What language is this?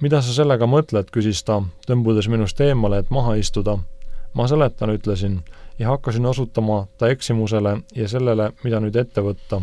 Estonian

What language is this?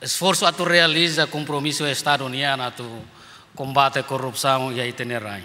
Tetum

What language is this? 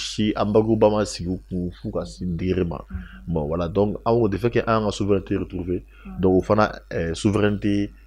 Bambara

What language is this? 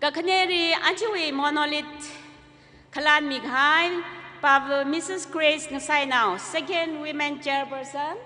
Tangkhul Naga (India)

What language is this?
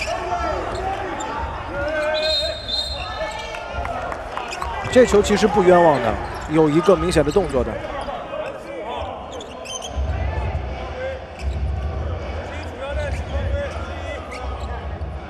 Chinese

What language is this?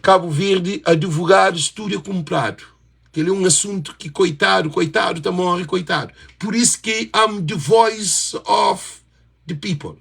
Kabuverdianu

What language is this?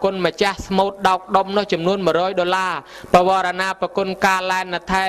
Khmer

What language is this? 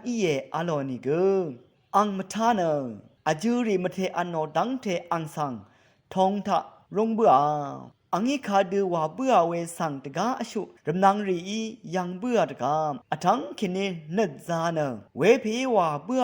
Rawang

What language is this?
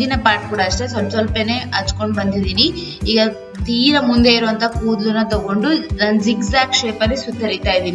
Kannada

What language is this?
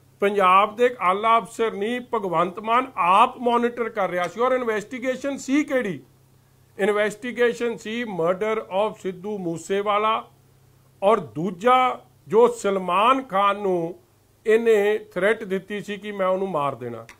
Punjabi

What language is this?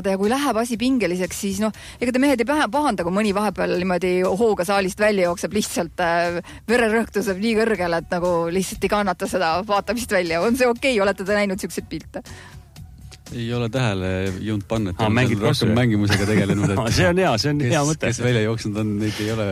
Estonian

